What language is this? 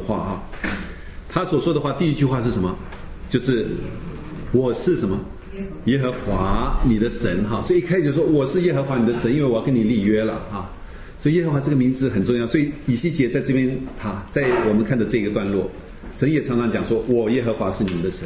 Chinese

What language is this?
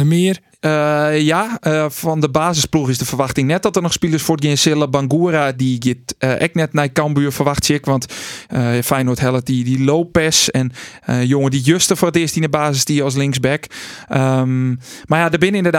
Western Frisian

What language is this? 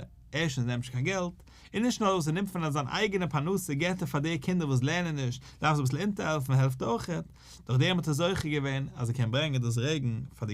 Yiddish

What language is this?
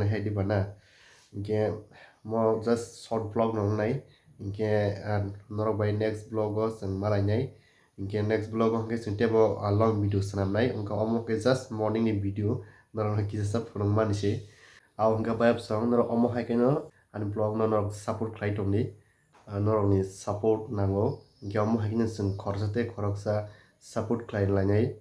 Kok Borok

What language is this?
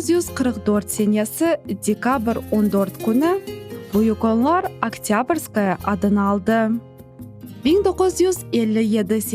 Crimean Tatar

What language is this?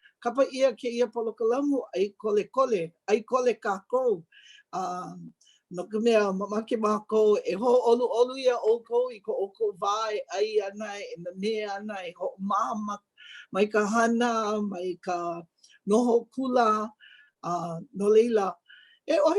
Hawaiian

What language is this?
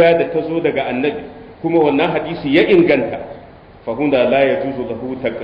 Hausa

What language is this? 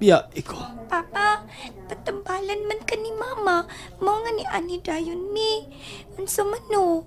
Cebuano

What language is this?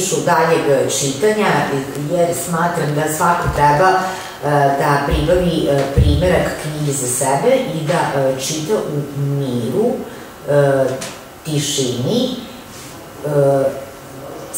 Serbian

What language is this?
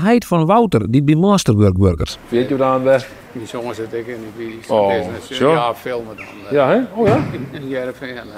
Western Frisian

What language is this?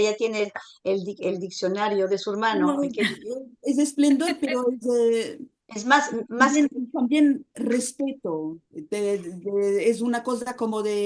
Ladino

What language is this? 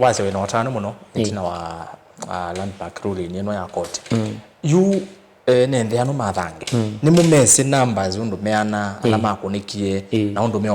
Kamba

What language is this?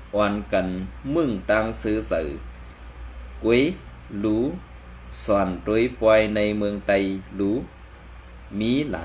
Shan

